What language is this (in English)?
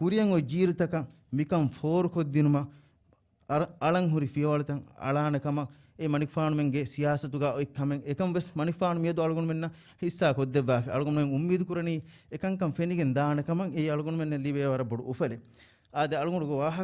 Divehi